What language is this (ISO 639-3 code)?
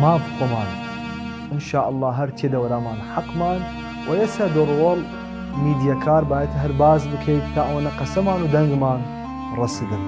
sdh